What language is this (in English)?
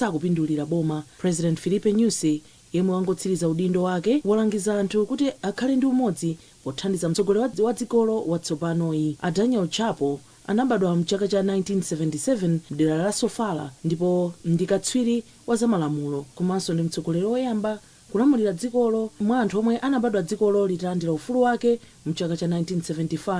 Nyanja